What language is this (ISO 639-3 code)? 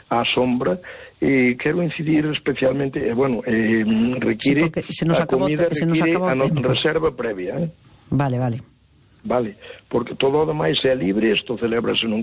glg